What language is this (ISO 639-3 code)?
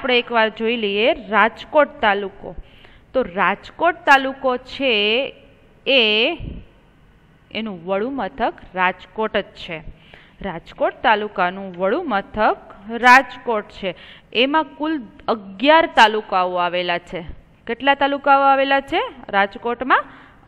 guj